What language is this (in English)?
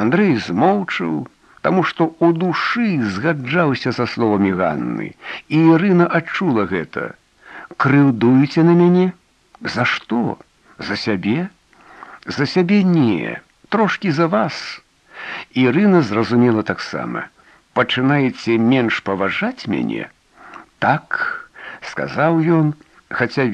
Belarusian